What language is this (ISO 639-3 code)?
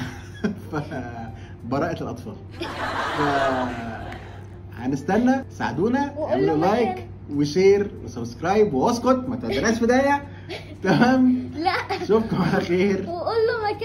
arz